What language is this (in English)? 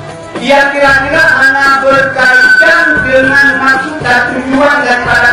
Achinese